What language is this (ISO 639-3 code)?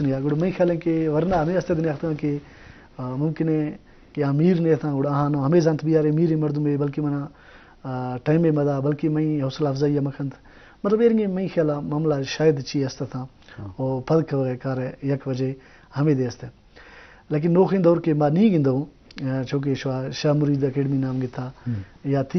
bgp